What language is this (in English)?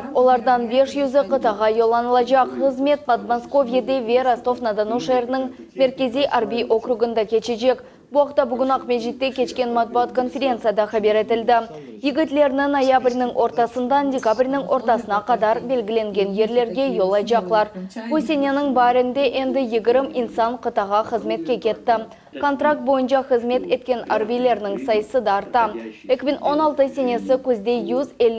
Crimean Tatar